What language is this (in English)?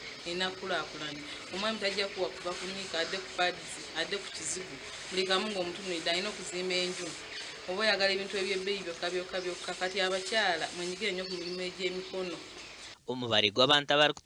Nyankole